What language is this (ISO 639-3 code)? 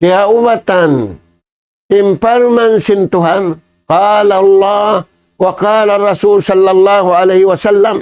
tsg